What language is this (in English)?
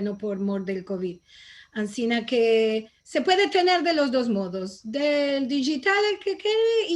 Ladino